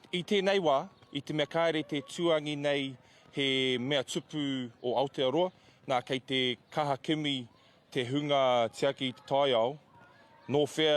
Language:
Māori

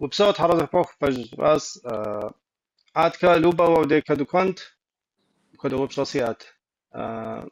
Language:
Kabardian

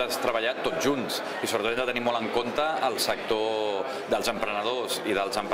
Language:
Catalan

